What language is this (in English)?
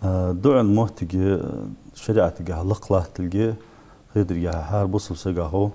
Ingush